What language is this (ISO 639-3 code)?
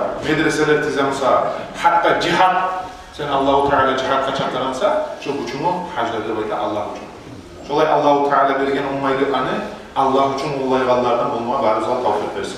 kum